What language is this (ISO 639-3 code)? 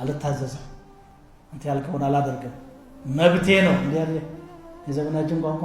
amh